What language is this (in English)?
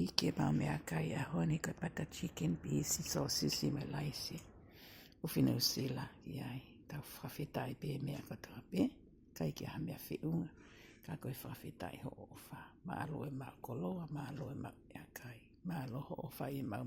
Tongan